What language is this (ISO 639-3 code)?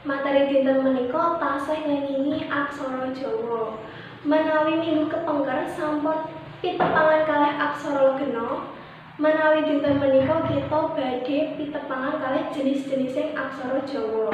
jav